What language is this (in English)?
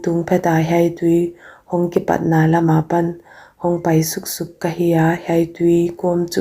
Paite Chin